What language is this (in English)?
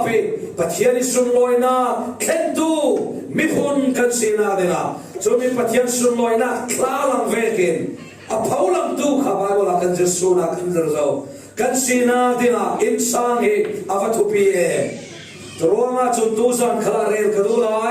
Falam Chin